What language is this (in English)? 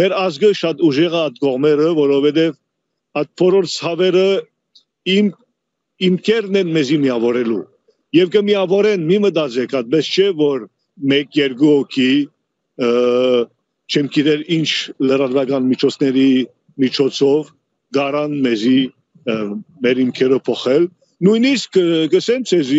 Armenian